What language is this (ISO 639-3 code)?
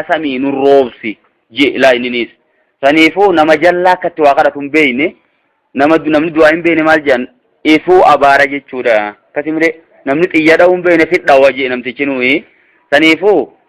orm